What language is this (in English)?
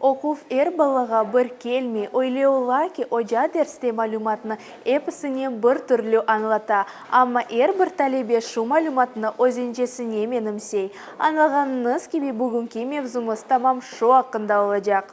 Crimean Tatar